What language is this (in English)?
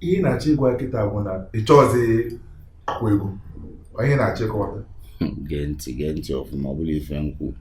Igbo